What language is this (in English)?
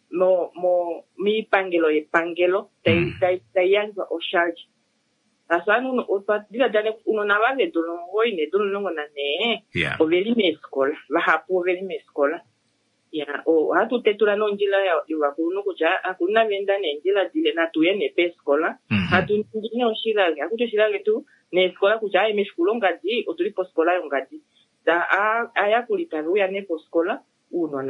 Kuanyama